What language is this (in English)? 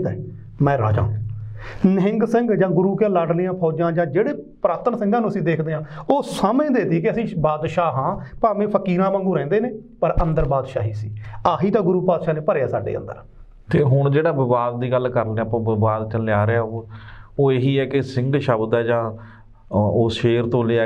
Punjabi